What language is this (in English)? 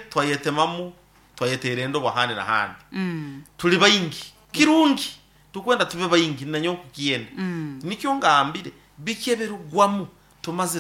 Nyoro